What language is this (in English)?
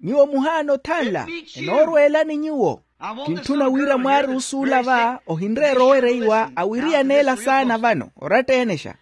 Makhuwa